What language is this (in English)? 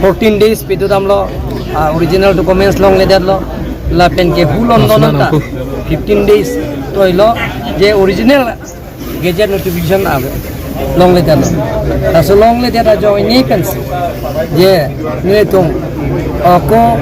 Karbi